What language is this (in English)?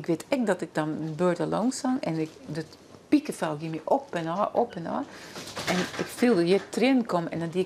Western Frisian